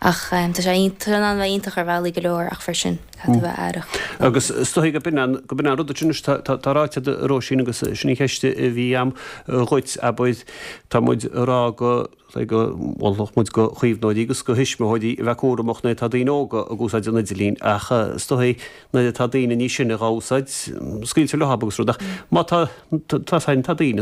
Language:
Irish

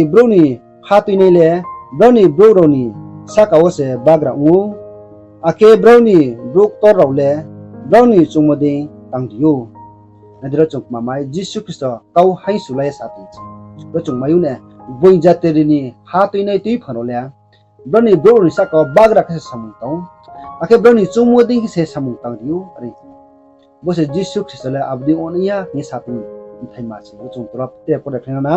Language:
Riang (India)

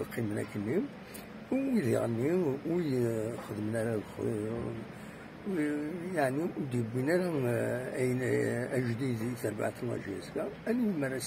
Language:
Kabyle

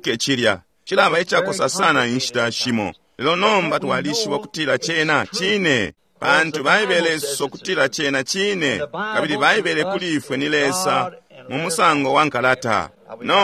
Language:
Bemba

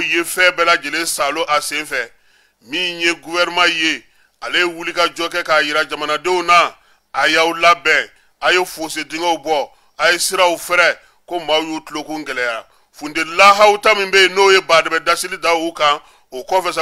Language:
Bambara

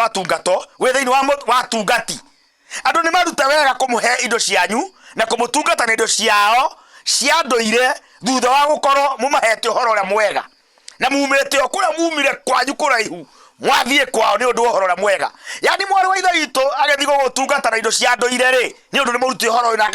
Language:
Kikuyu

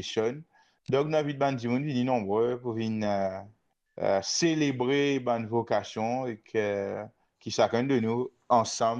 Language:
Morisyen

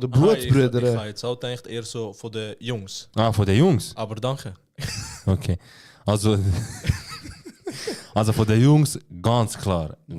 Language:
Swiss German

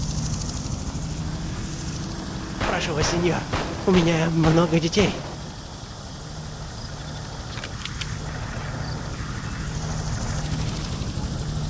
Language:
Russian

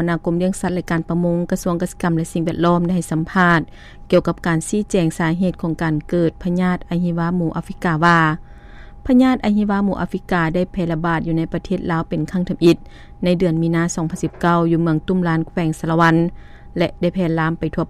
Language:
Lao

